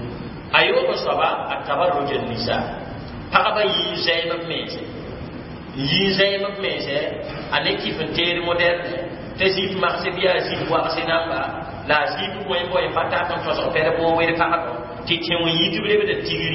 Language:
Mossi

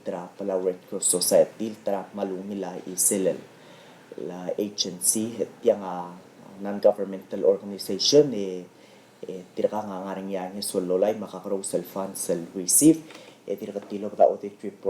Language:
Palauan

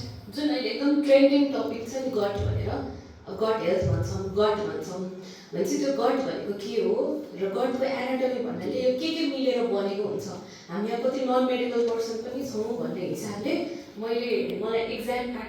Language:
Nepali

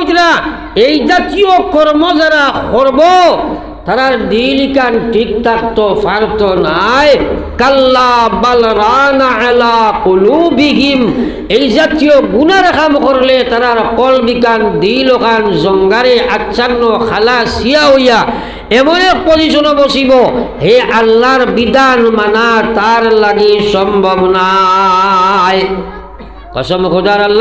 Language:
Sylheti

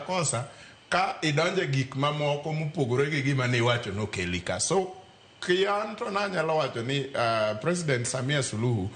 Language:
Luo (Kenya and Tanzania)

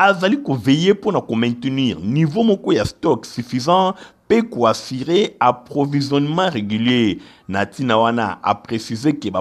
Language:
Lingala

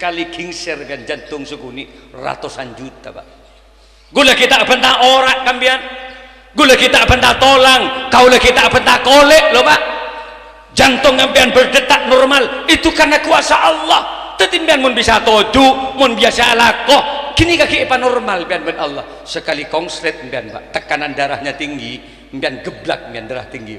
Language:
Madurese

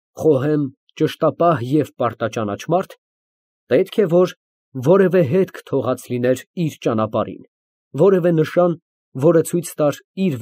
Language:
Armenian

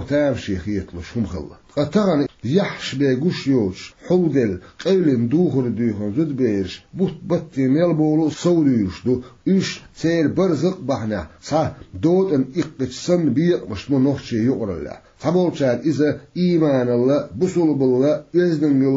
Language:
Chechen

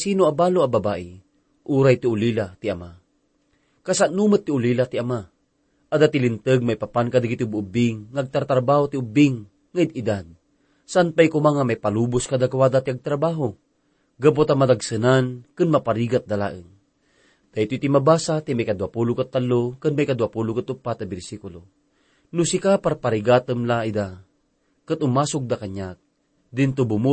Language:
Iloko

